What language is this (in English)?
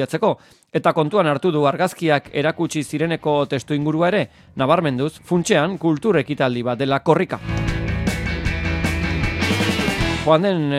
Basque